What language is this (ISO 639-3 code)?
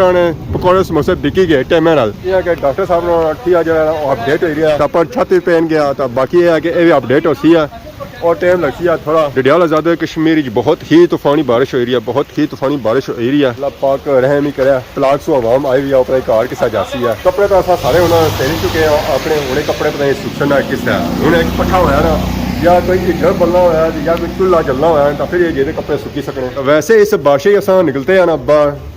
phr